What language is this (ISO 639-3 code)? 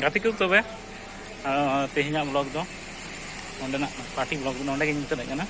sat